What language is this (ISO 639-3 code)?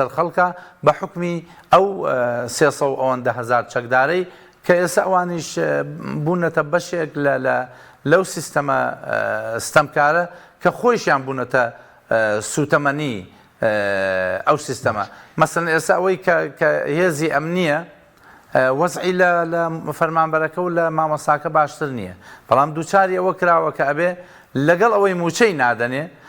ckb